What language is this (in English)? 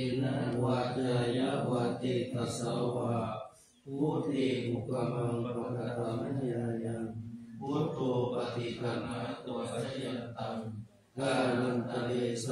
Pali